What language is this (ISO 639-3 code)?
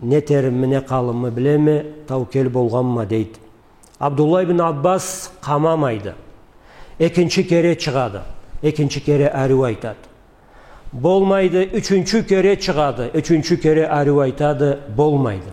krc